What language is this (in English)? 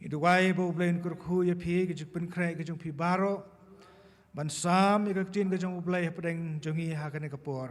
Khasi